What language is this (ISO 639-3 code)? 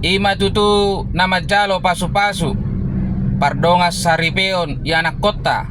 bbc